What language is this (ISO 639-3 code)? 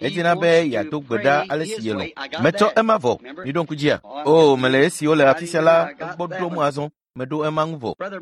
ewe